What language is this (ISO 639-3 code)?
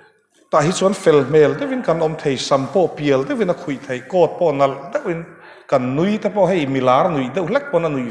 lus